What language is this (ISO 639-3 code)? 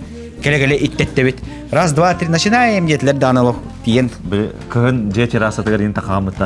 sah